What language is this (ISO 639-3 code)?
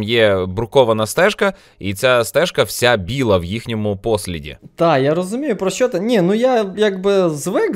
ukr